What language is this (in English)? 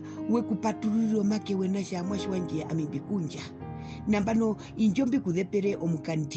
Herero